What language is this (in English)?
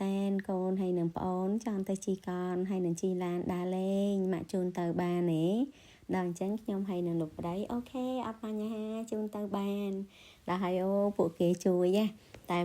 Khmer